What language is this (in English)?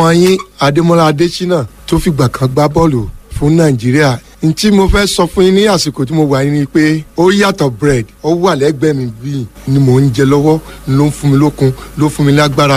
Yoruba